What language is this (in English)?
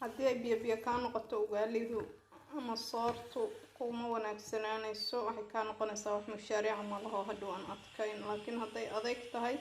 Somali